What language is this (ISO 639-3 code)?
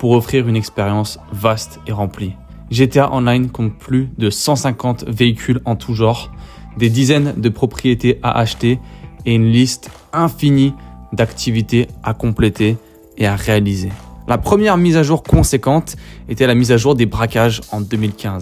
fra